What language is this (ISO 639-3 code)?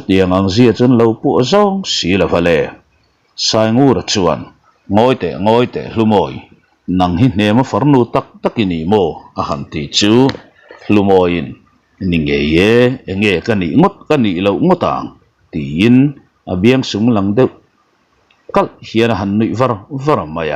lus